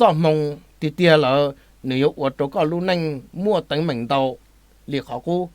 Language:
Hmong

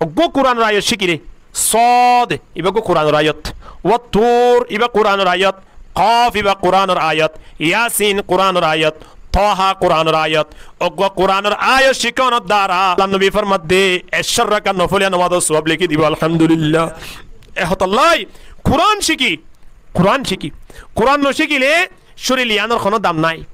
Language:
Rohingya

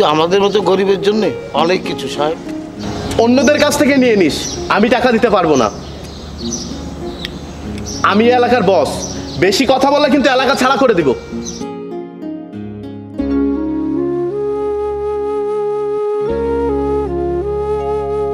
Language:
Bangla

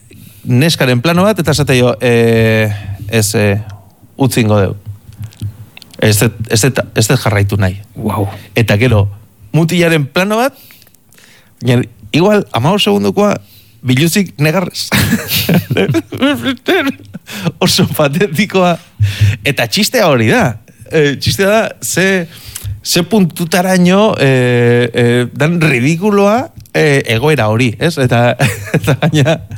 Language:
Basque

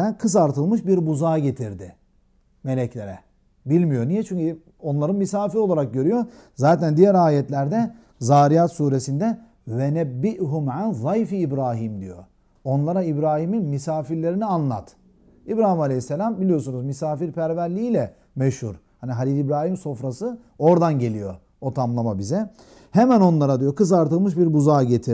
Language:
Turkish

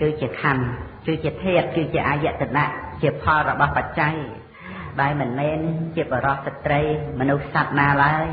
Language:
Khmer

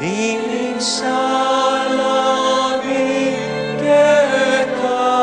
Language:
Pampanga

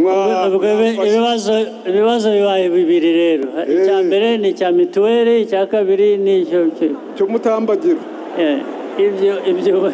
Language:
Kinyarwanda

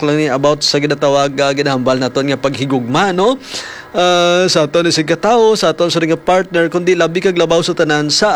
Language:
Hiligaynon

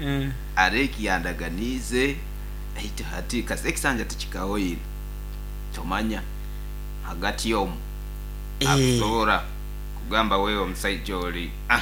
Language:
Nyoro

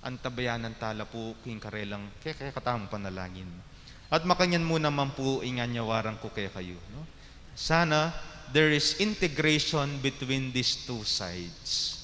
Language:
Pampanga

